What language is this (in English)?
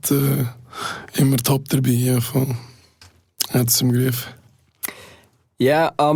German